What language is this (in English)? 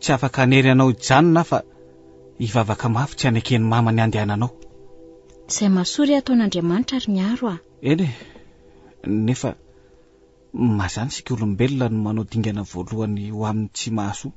Malagasy